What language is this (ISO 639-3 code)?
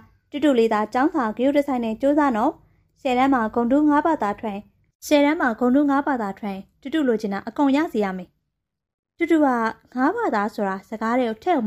mya